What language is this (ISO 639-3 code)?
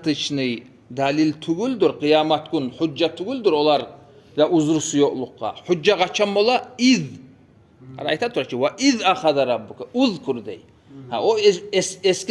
kum